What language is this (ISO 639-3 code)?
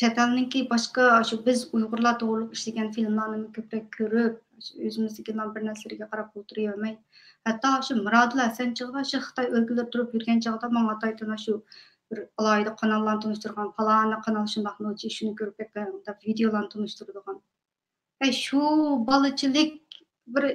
uig